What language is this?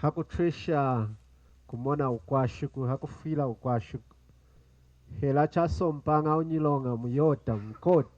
Lunda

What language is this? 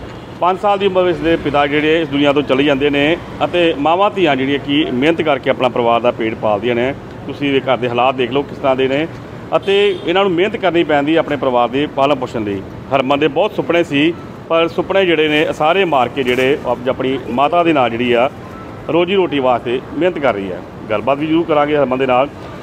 Punjabi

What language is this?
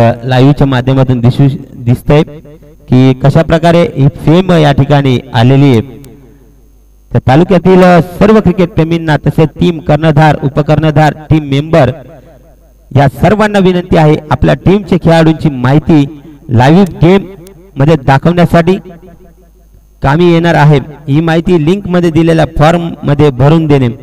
Marathi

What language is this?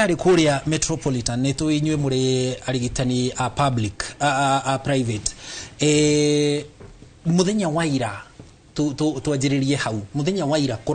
Kikuyu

